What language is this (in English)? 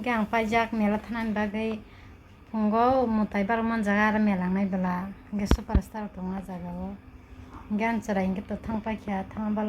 Kok Borok